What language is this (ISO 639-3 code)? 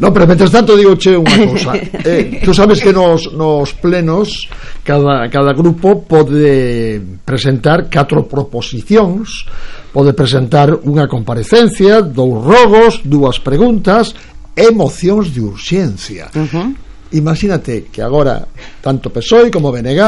glg